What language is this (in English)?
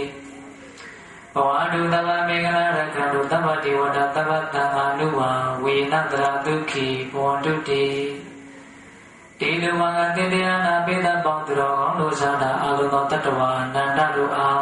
Burmese